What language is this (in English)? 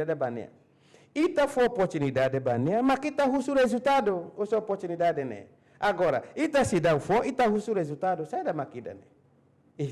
Tetum